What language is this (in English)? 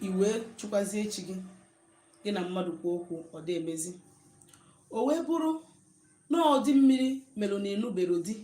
Igbo